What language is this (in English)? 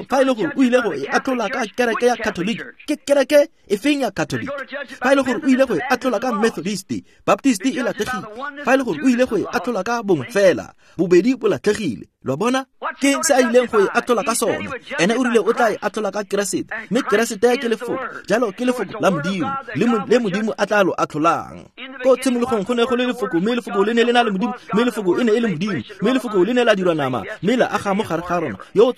Tswana